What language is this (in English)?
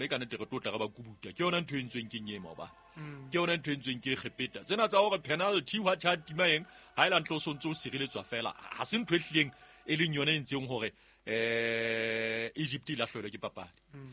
Southern Sotho